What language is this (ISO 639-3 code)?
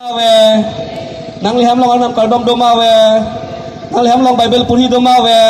mjw